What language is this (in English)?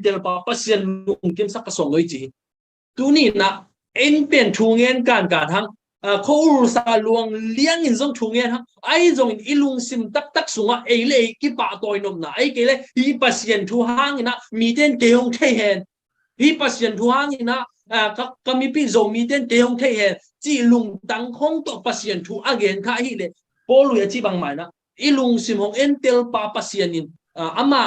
Tedim Chin